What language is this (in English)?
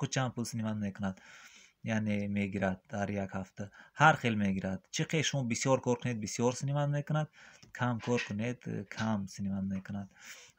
Tajik